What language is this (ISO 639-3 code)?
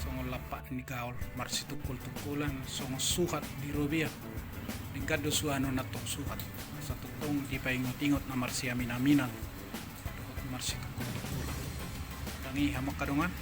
bbc